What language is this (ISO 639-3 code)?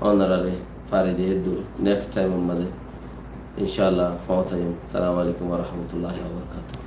rhg